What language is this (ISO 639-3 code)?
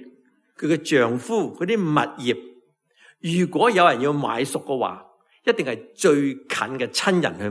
yue